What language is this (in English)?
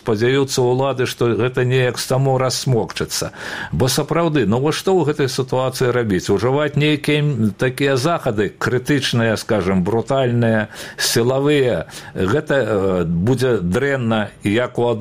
Belarusian